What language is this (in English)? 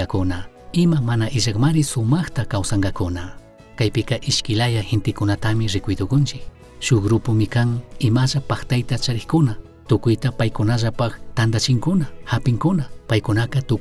Chimborazo Highland Quichua